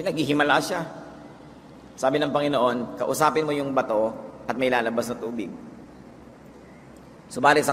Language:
Filipino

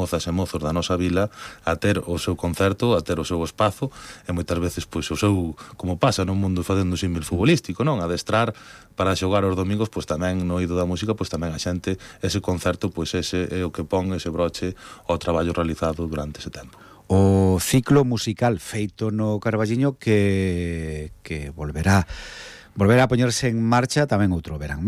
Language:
Galician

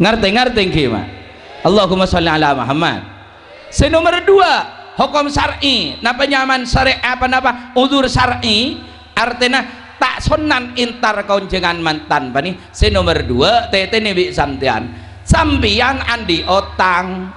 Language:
Madurese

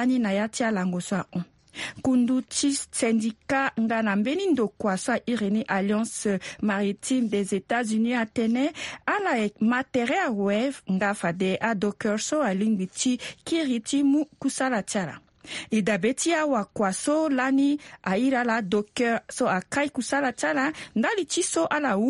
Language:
Sango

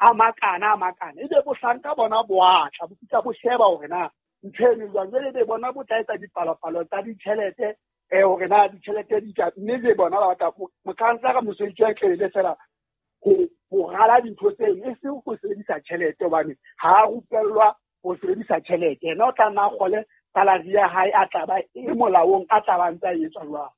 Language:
Southern Sotho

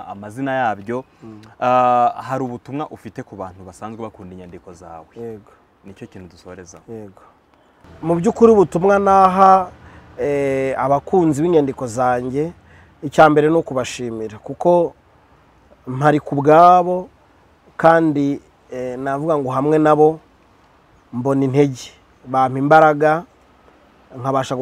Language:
Kinyarwanda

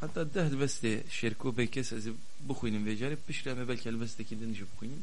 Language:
Kurdish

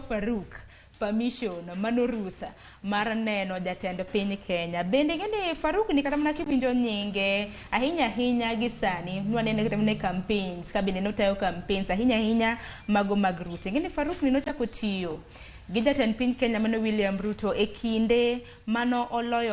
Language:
Luo (Kenya and Tanzania)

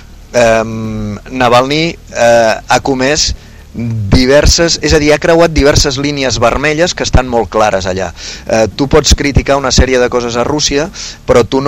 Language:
Catalan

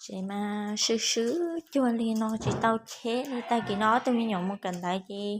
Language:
Hmong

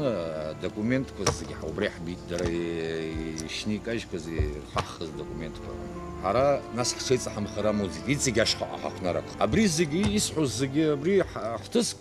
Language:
Abkhazian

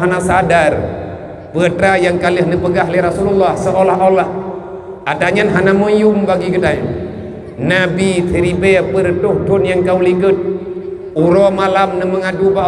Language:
Achinese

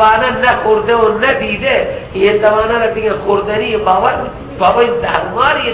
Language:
Persian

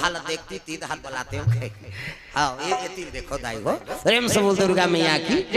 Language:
Chhattisgarhi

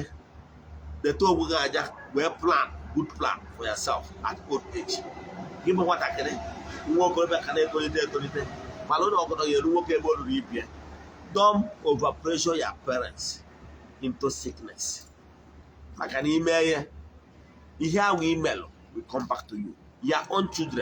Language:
Igbo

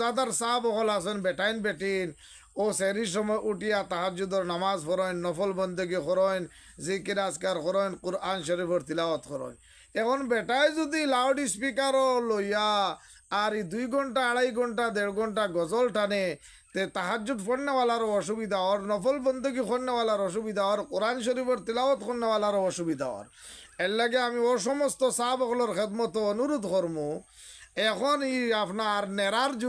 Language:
Sylheti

